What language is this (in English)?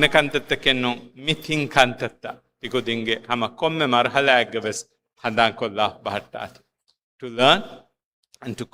Divehi